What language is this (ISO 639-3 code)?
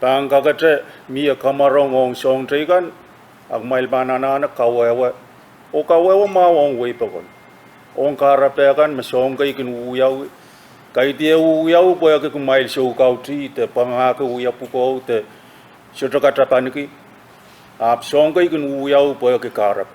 pon